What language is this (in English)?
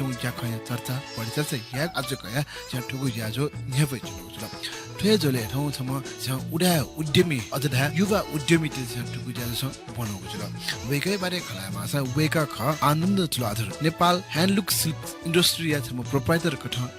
Newari